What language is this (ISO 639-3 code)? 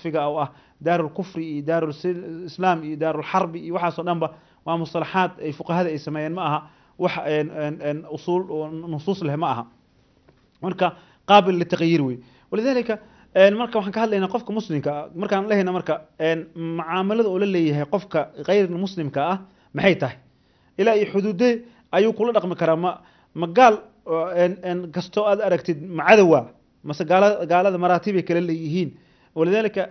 som